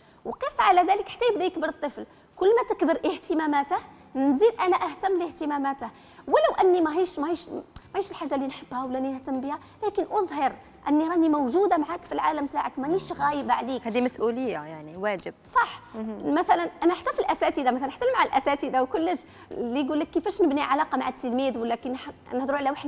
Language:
Algerian Arabic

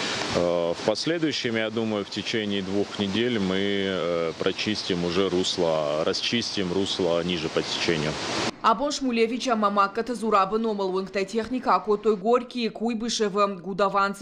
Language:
Ossetic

